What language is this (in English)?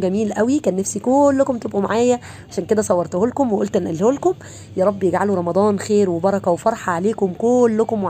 Egyptian Arabic